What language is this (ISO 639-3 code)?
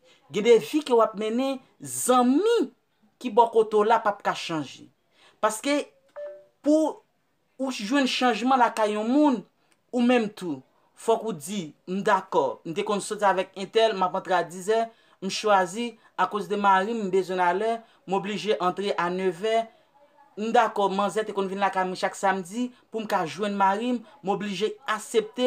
hat